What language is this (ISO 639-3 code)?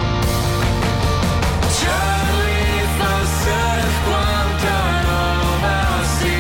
ita